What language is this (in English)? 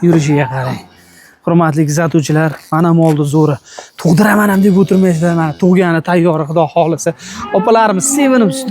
Uzbek